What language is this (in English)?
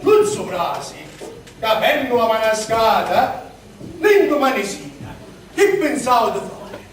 Sicilian